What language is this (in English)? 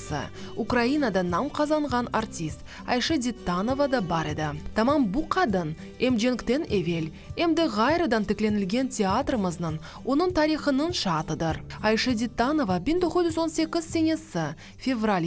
Crimean Tatar